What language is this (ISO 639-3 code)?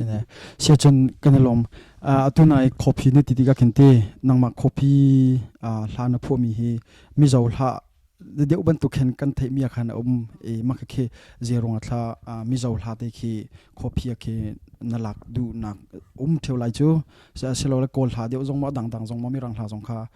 cnh